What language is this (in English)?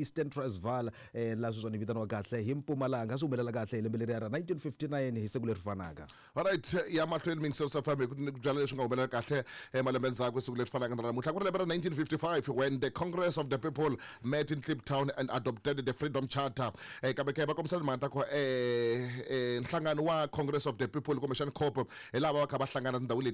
Tsonga